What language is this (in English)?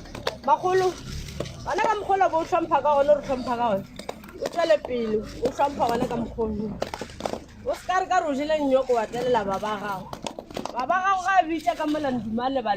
Northern Sotho